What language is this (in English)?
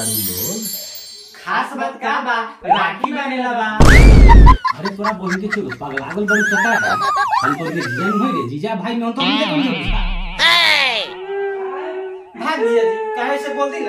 Bhojpuri